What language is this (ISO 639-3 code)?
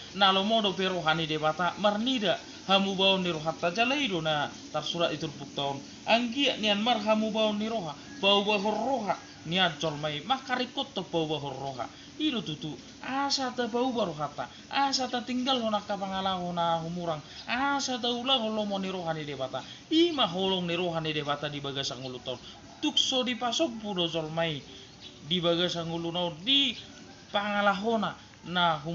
bbc